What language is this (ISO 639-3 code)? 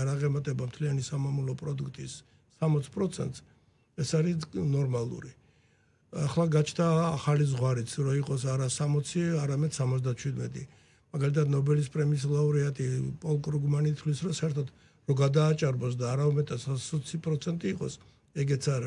kat